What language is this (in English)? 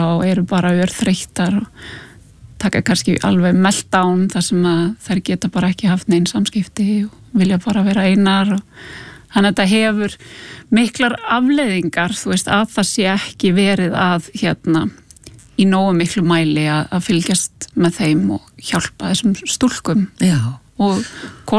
Icelandic